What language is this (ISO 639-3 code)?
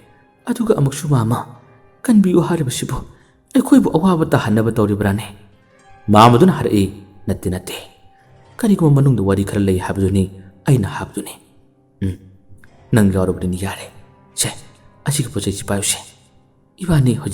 mni